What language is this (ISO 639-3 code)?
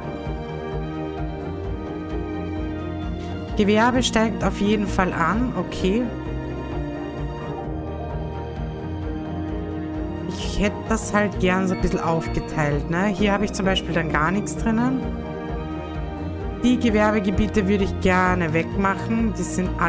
deu